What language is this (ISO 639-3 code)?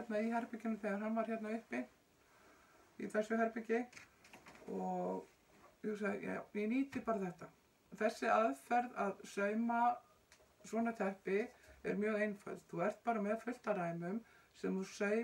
isl